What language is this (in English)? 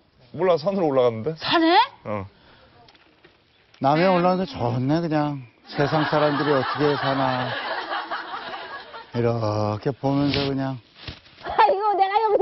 Korean